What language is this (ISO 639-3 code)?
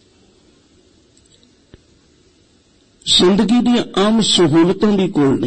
pan